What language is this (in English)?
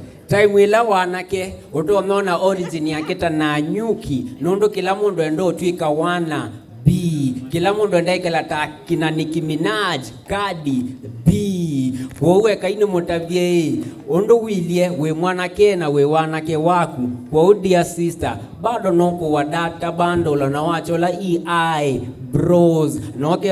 Kamba